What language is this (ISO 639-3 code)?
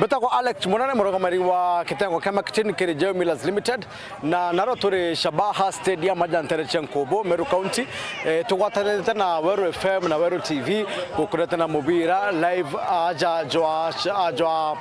mer